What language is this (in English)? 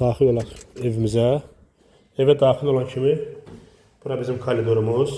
Azerbaijani